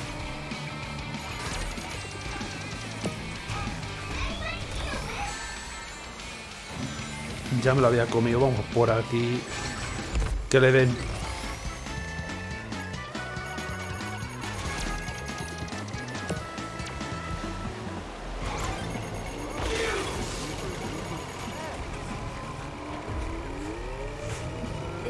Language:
Spanish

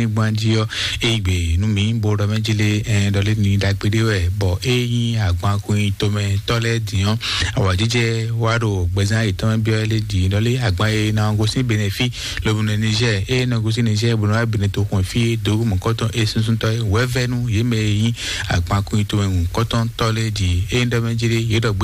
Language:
Fon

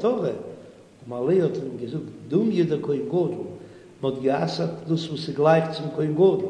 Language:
Yiddish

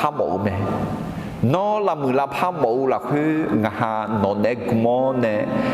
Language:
Akha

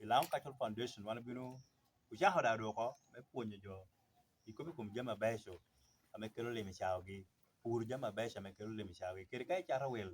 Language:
Lango (Uganda)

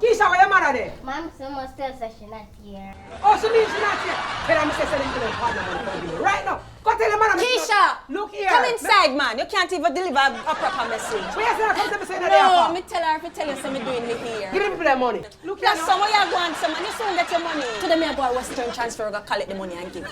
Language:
Jamaican Creole English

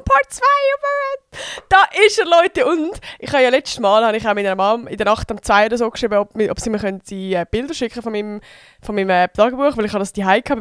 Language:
Swiss German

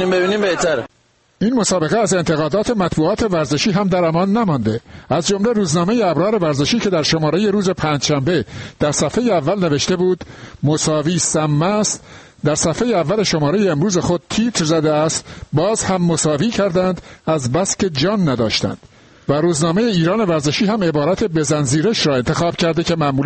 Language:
Persian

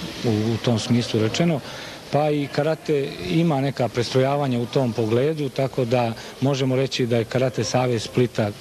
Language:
Croatian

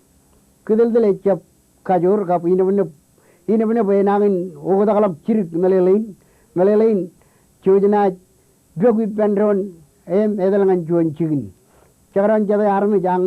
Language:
Marshallese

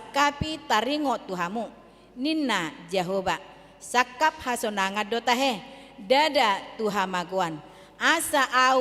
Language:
Batak Toba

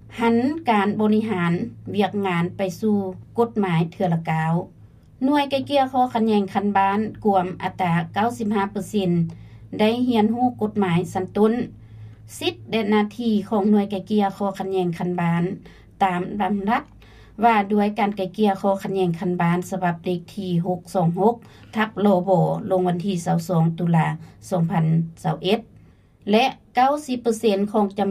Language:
Lao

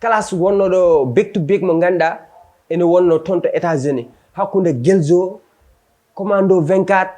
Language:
Fula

